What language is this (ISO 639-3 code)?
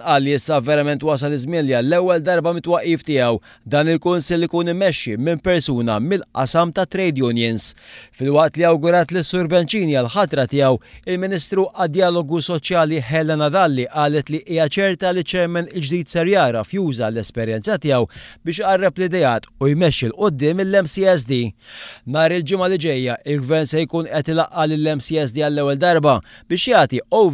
mlt